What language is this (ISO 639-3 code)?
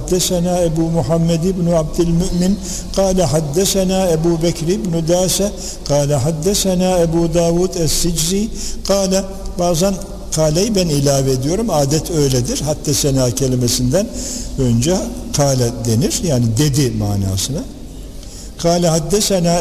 tur